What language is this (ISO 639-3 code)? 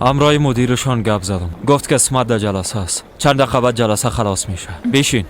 fas